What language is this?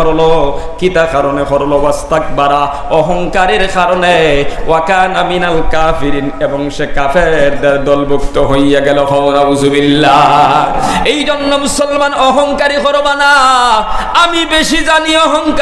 Sylheti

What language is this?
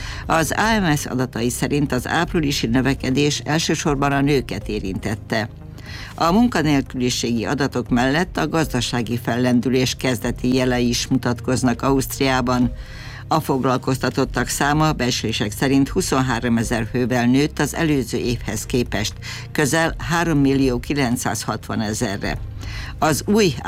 Hungarian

